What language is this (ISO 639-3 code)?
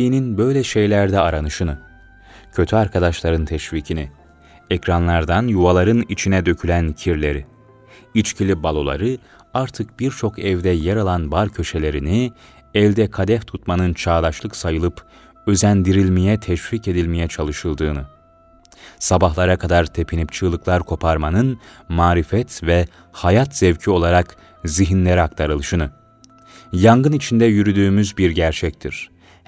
tur